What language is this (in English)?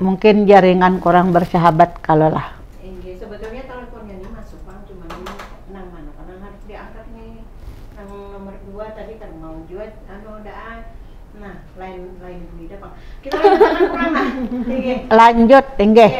Banjar